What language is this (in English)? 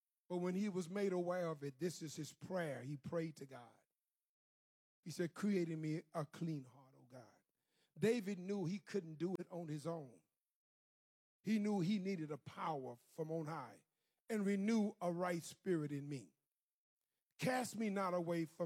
English